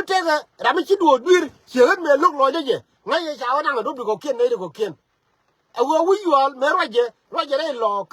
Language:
Nuer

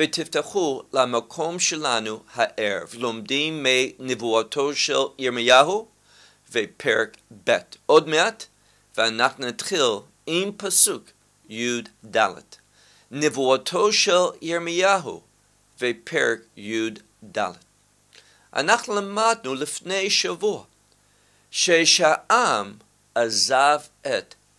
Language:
Hebrew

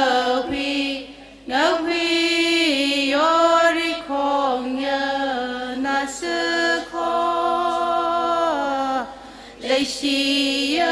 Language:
Tangkhul Naga (India)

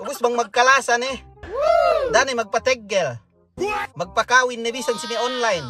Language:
Yakan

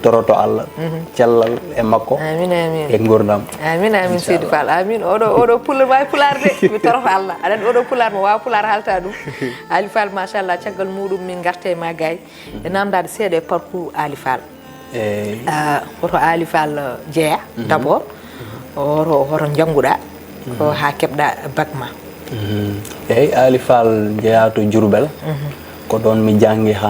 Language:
Fula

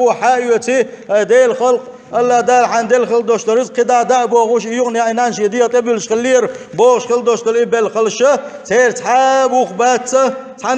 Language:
Chechen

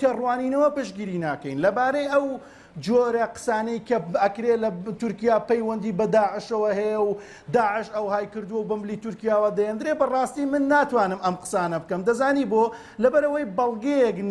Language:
Central Kurdish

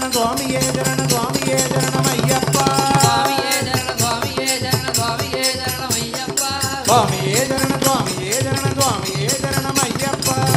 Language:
Tamil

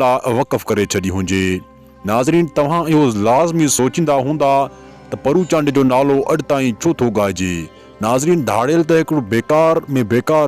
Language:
Sindhi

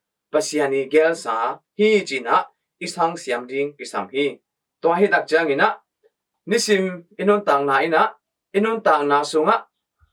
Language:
Tedim Chin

